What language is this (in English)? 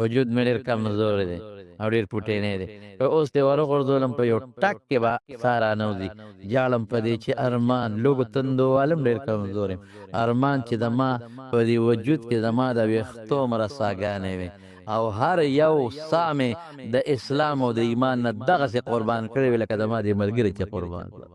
Pashto